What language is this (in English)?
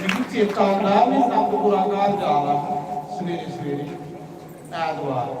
Dogri